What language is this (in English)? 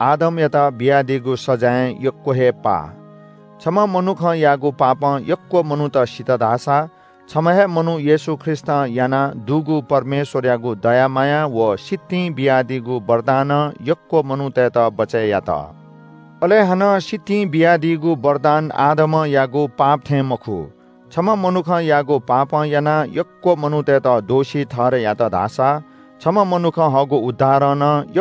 Newari